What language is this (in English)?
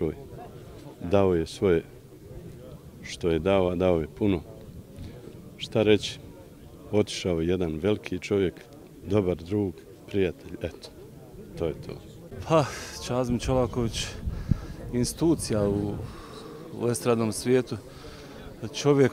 Bosnian